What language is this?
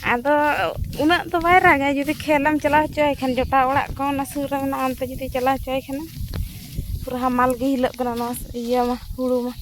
Santali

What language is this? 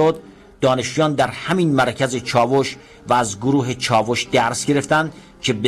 Persian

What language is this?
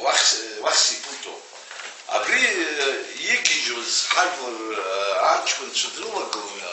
Abkhazian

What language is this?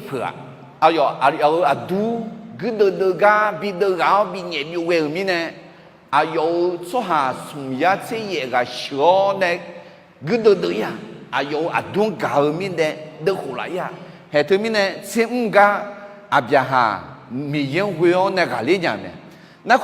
Akha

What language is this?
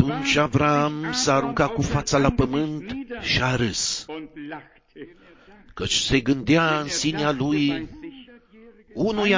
Romanian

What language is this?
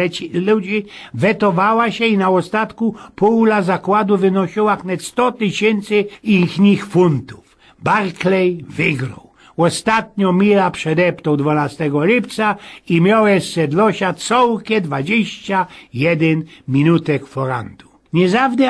Silesian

